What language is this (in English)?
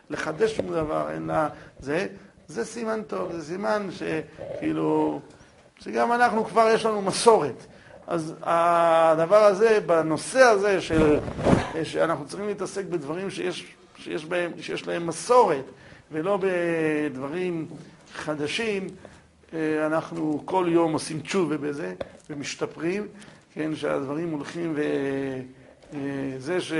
Hebrew